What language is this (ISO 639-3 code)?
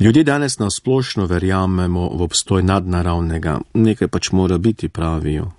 slv